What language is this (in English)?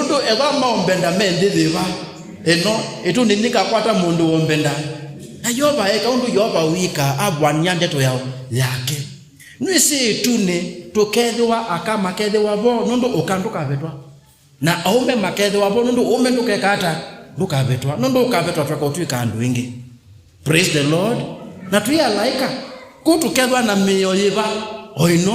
Kamba